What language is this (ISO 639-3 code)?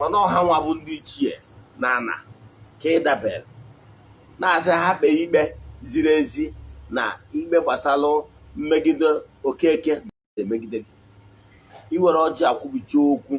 ibo